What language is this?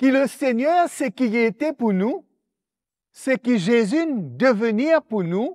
Morisyen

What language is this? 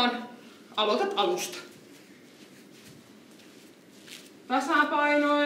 Finnish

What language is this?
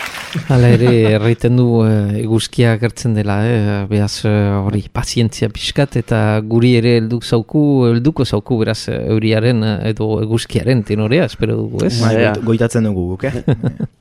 Basque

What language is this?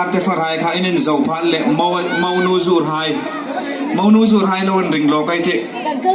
Hmar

